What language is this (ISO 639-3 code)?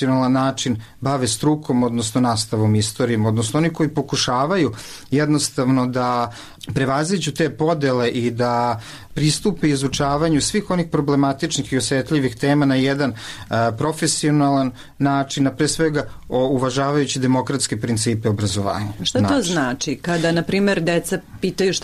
srp